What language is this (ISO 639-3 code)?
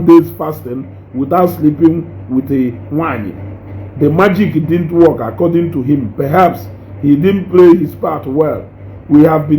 ibo